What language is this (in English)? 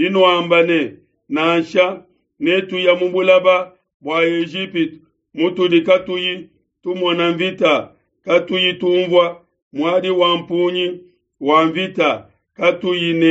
Luba-Lulua